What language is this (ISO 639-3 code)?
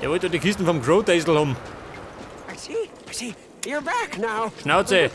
bar